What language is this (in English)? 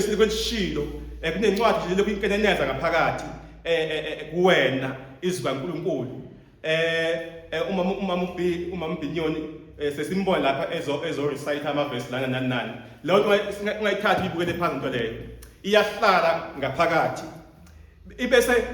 Zulu